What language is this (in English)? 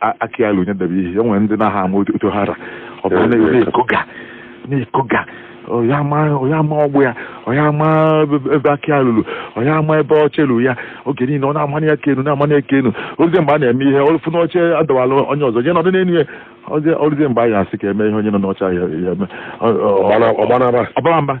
Igbo